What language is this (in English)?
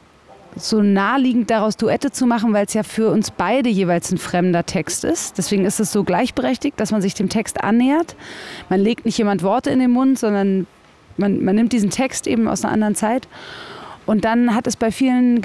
German